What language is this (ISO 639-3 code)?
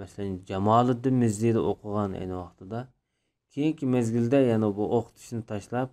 uig